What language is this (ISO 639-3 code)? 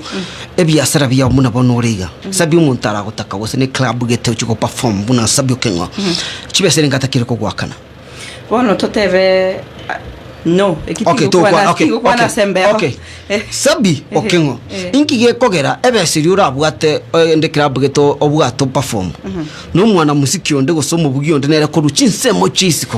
guz